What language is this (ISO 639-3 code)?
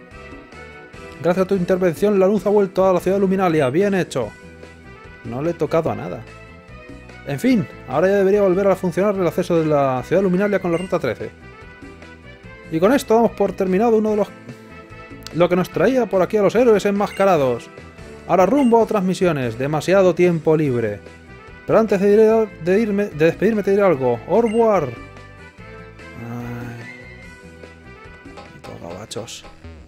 spa